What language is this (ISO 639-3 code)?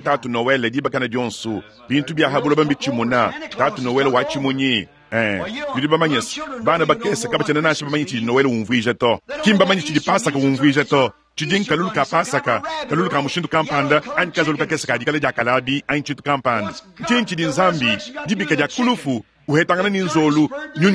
lua